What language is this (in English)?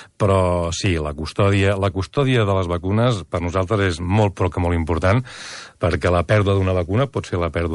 Catalan